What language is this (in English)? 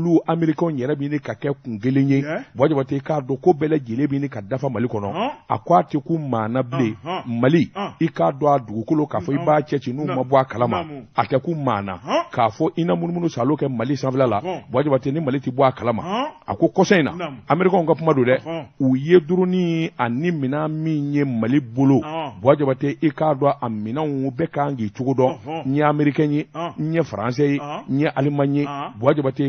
Bambara